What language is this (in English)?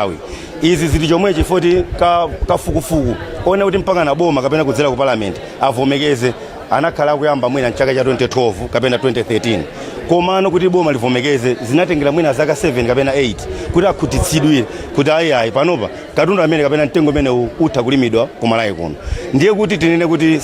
Nyanja